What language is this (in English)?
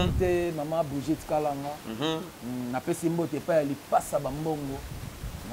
Lingala